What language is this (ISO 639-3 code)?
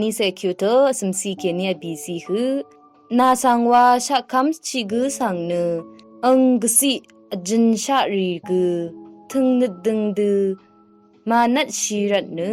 raw